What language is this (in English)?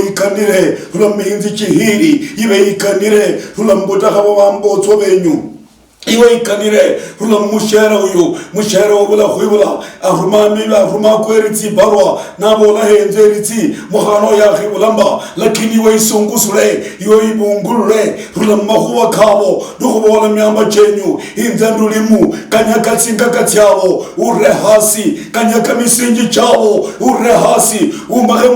Luyia